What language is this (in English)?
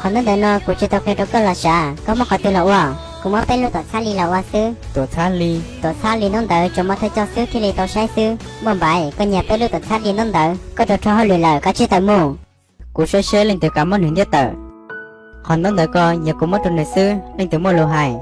Hmong